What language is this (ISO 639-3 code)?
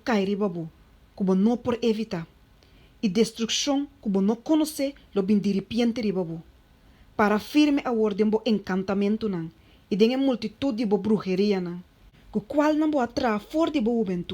pap